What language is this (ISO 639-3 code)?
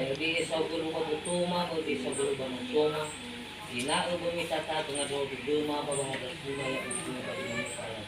nia